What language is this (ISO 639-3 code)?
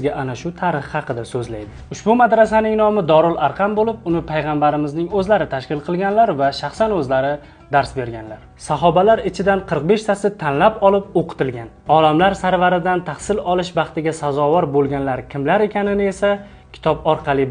uzb